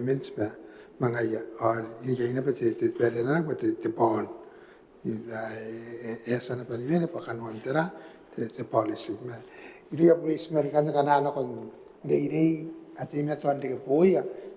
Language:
Gilbertese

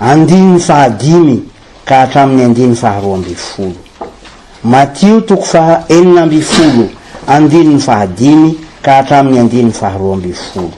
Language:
Malagasy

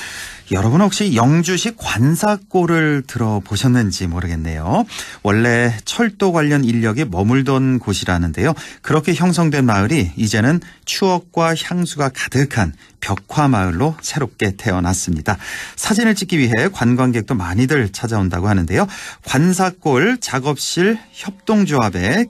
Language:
Korean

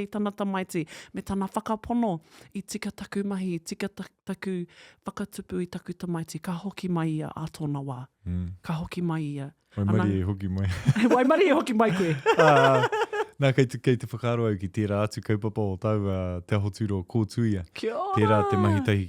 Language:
Māori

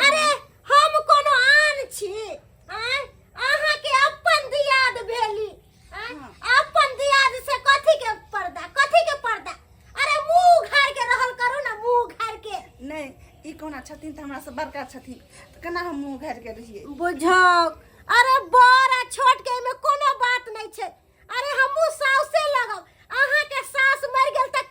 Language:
Maithili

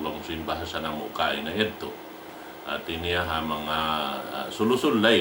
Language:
Tausug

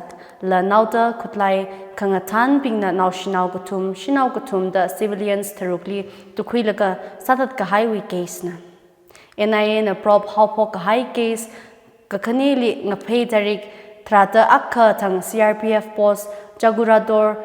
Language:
Tangkhul Naga (India)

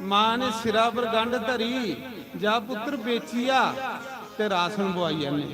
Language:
Dogri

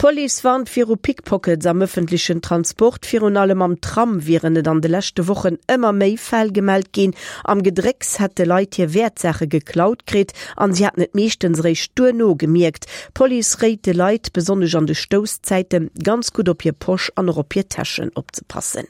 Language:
Luxembourgish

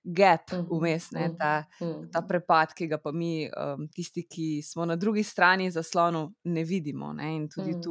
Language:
Slovenian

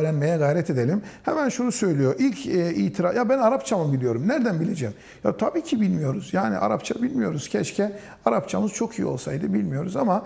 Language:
Turkish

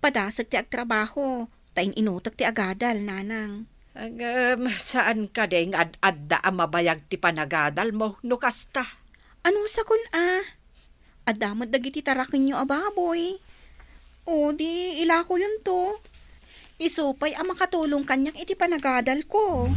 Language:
Iloko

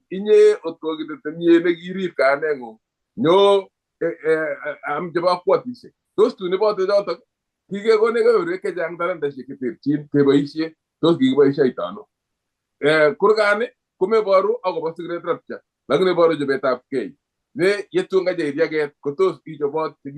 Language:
Kalenjin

